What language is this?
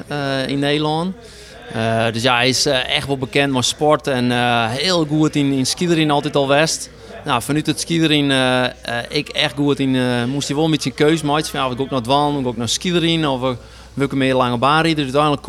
Western Frisian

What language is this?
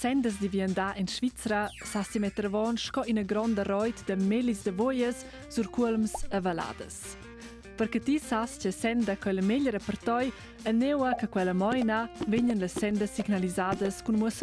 Romansh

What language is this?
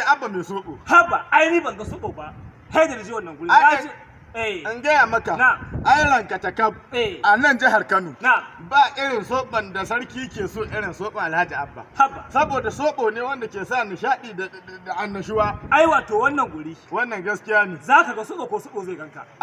Hausa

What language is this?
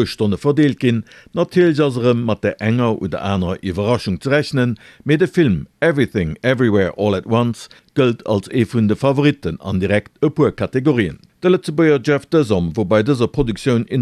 Luxembourgish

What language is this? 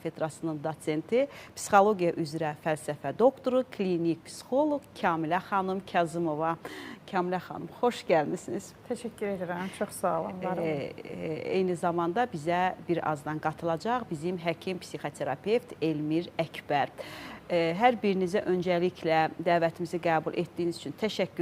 Azerbaijani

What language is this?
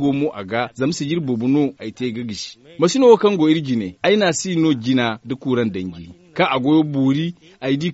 Zarma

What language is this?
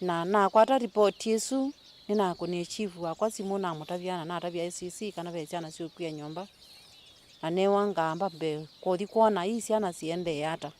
Kamba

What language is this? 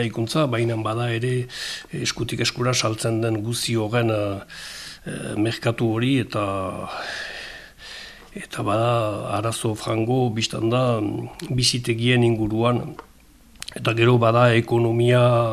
Basque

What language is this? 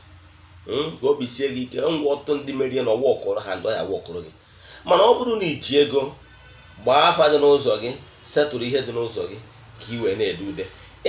Igbo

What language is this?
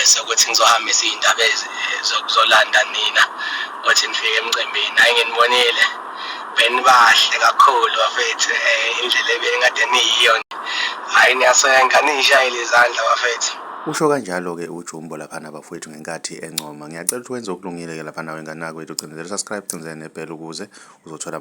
Zulu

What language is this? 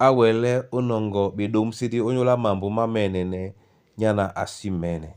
Duala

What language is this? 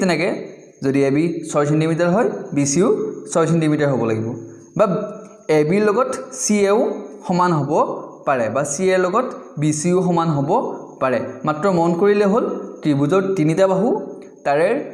Assamese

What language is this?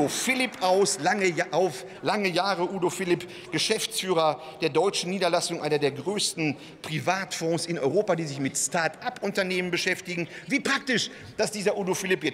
German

